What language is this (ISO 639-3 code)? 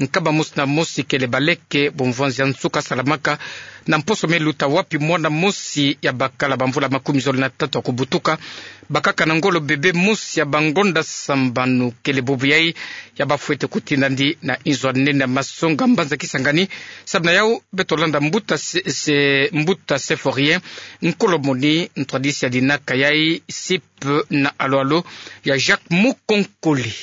ktu